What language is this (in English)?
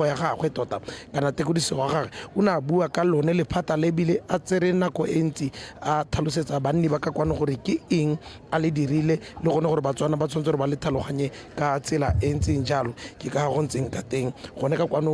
Tswana